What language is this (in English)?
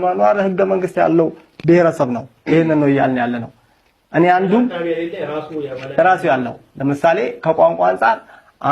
Amharic